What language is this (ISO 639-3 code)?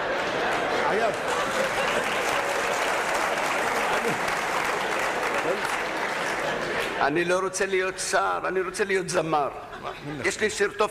heb